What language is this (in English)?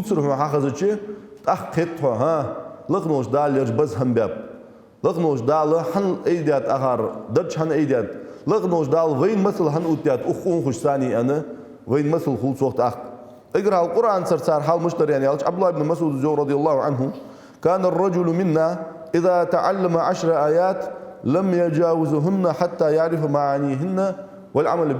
Ingush